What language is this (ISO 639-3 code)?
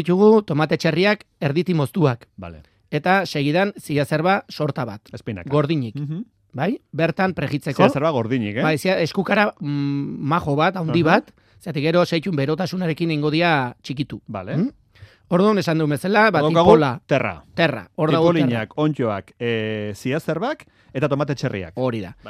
eus